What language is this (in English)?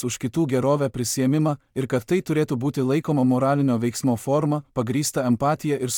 Lithuanian